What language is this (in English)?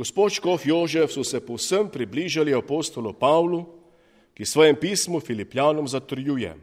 Slovenian